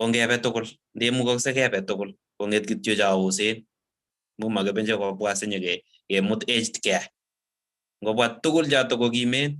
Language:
Kalenjin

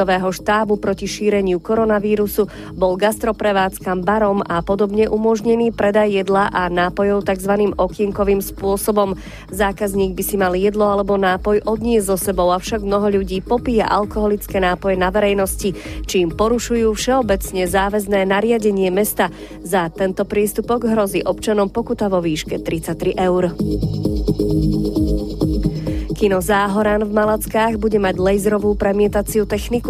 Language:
Slovak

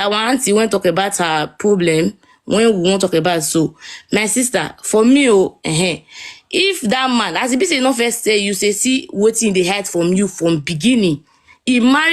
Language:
Nigerian Pidgin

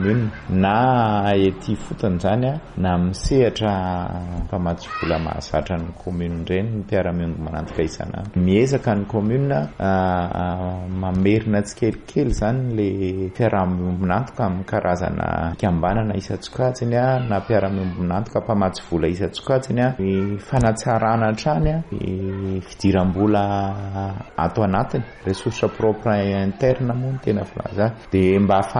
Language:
Malagasy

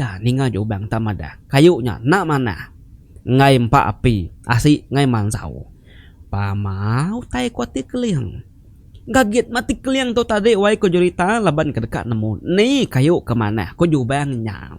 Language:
Iban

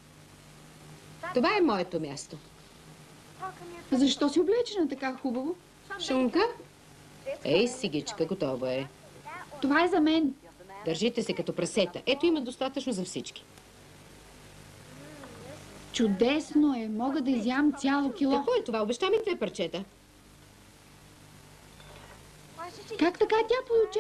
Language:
Bulgarian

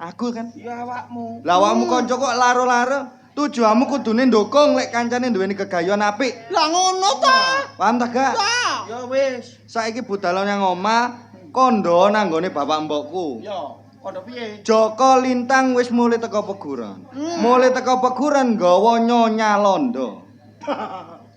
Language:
Javanese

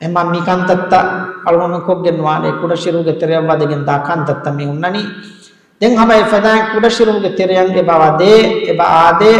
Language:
Divehi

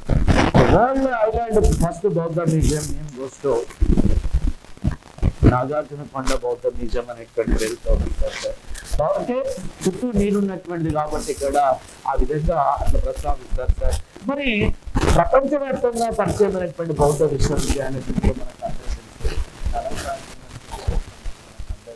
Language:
Telugu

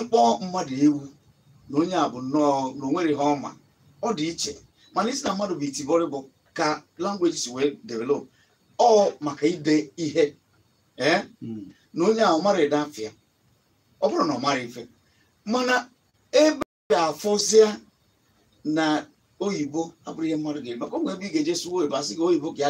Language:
Igbo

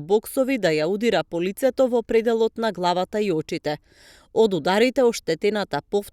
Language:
Macedonian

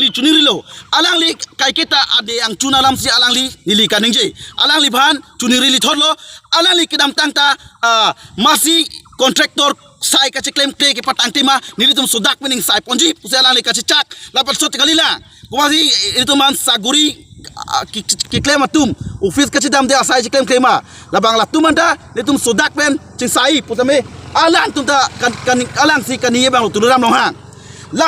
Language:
Karbi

